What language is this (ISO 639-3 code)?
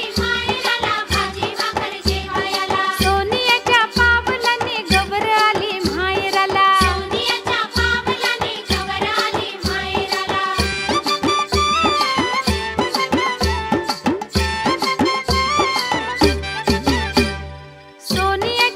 mar